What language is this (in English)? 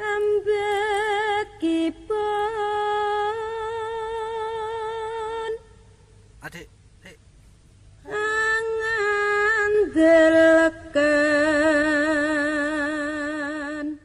Javanese